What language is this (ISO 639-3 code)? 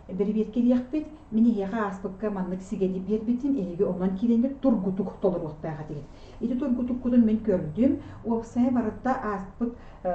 sah